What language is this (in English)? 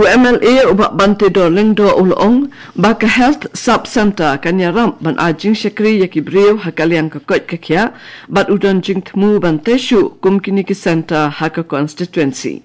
Khasi